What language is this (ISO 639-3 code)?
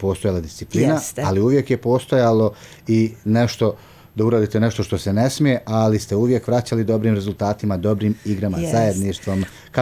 bos